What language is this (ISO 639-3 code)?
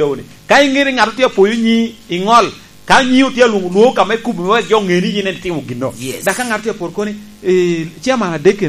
laj